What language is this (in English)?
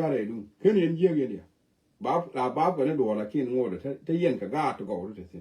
Nuer